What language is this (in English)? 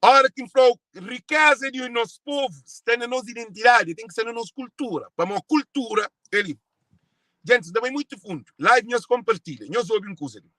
Kabuverdianu